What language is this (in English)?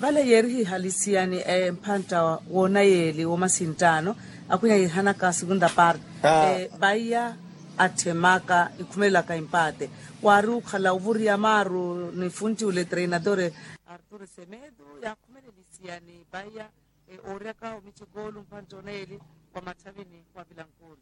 Makhuwa